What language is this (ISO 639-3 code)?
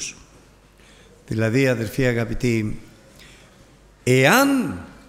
ell